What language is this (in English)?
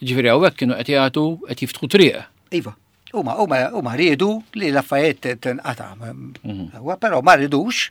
Maltese